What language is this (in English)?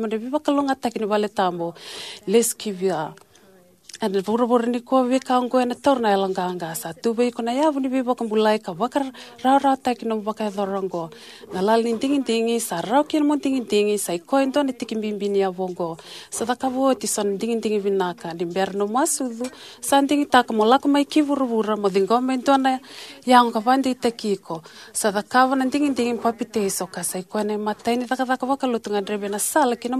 Fijian